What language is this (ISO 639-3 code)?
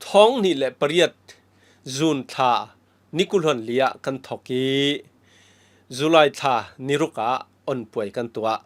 cfm